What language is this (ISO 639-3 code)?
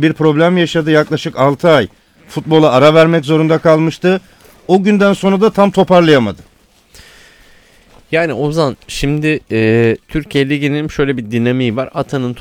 tur